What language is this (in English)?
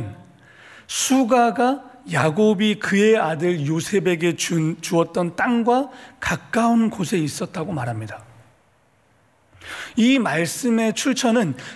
Korean